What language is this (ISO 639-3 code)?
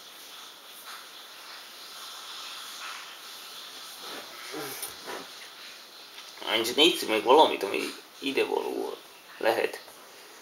hun